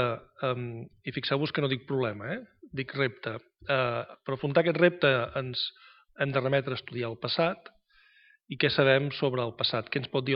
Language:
Catalan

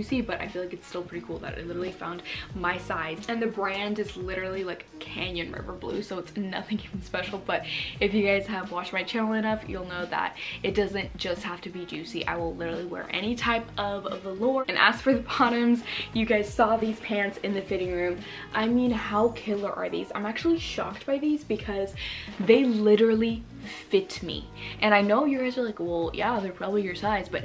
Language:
English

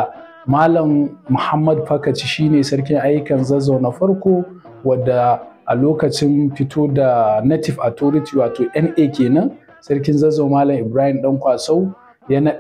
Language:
Hausa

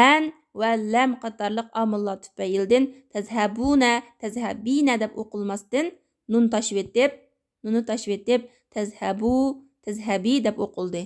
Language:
Uyghur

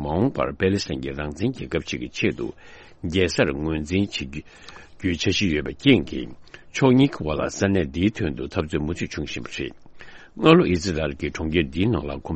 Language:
Tibetan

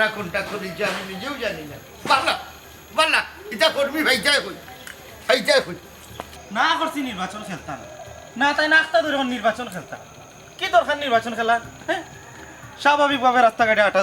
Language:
Sylheti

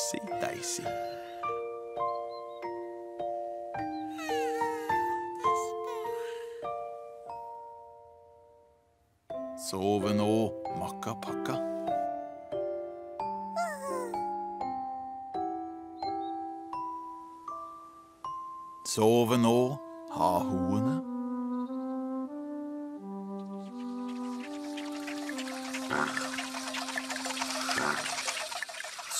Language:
Norwegian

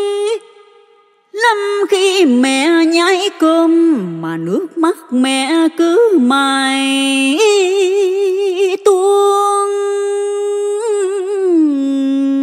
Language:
Vietnamese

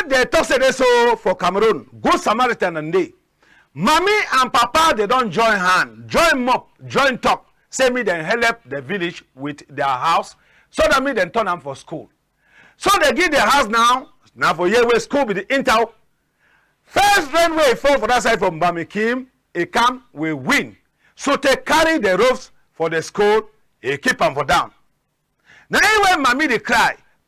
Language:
Cameroon Pidgin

